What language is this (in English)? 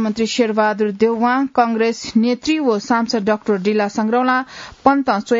Newari